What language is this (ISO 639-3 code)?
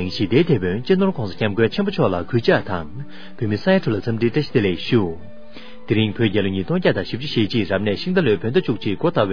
bod